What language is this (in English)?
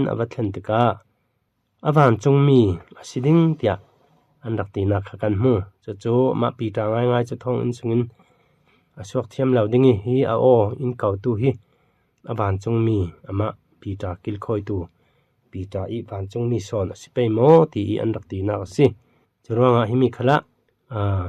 Falam Chin